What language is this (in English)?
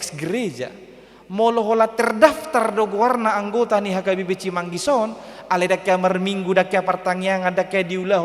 Batak Toba